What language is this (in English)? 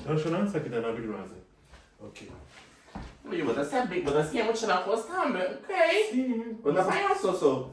Papiamento